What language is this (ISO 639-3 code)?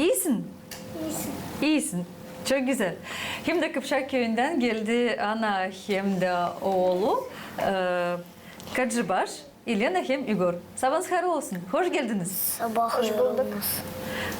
gag